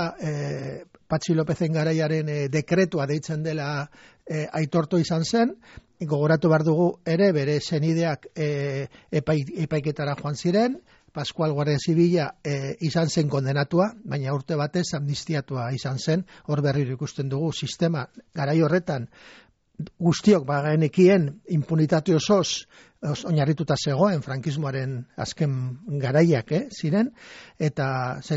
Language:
Basque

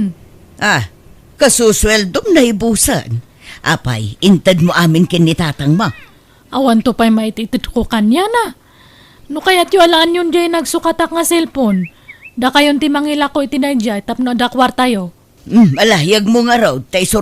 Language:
Iloko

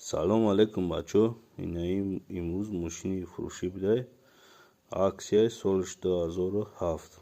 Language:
Tajik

